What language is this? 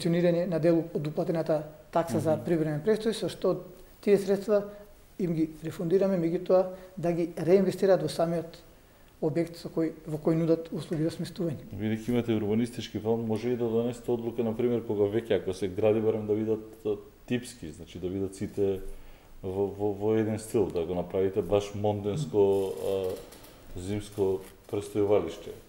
Macedonian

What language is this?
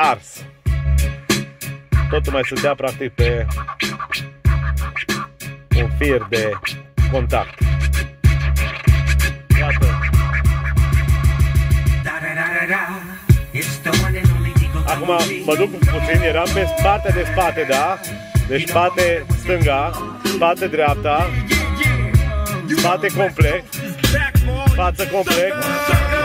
Romanian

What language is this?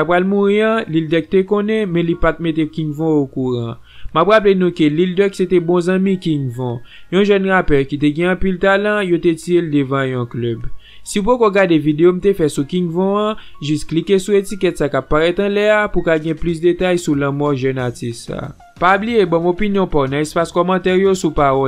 Haitian Creole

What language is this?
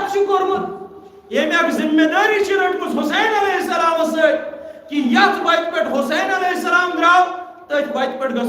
Kashmiri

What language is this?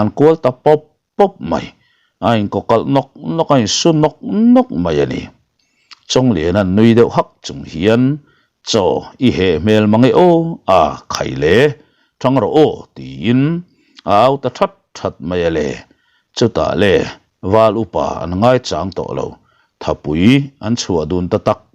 Mizo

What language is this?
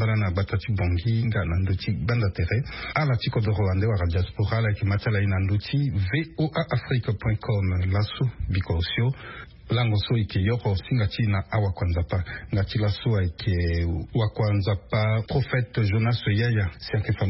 Sango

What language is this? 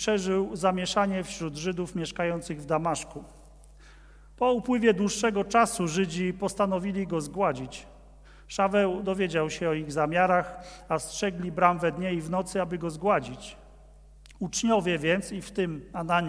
Polish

